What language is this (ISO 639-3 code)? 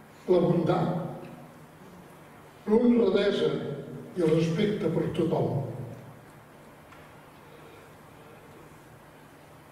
cat